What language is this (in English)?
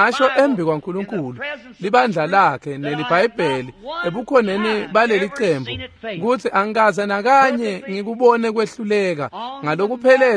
Swati